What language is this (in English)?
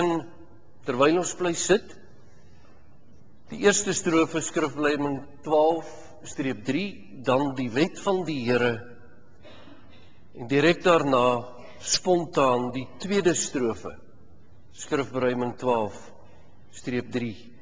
Afrikaans